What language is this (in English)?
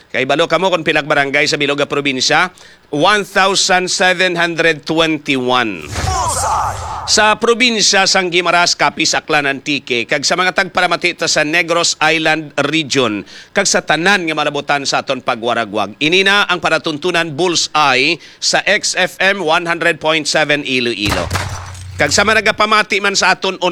Hiligaynon